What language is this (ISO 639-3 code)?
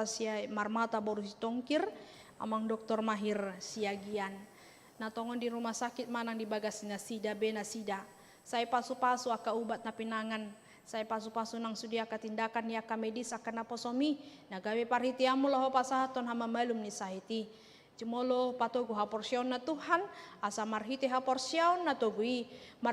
bbc